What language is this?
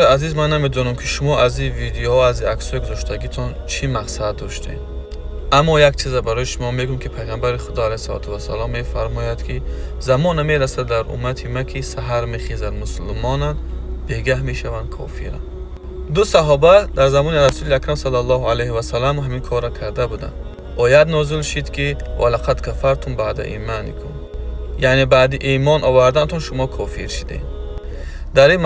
Tajik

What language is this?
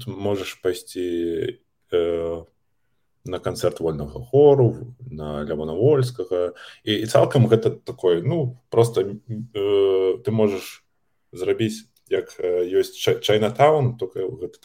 Belarusian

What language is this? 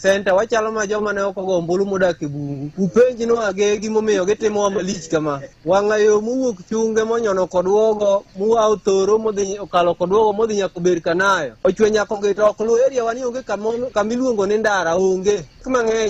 Luo (Kenya and Tanzania)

